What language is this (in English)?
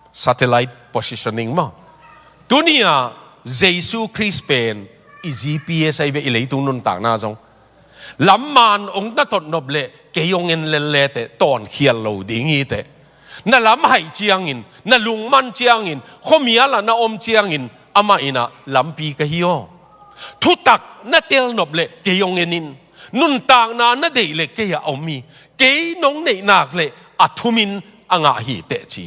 Tedim Chin